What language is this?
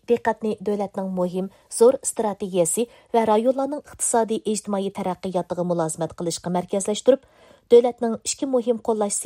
Uyghur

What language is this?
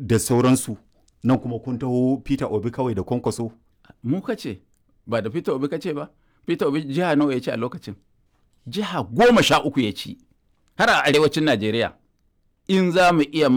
Hausa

